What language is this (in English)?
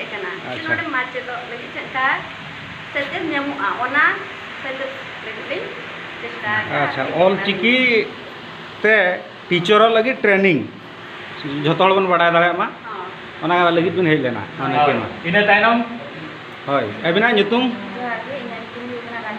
Santali